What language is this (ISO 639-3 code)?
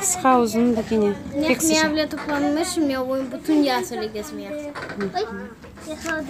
crh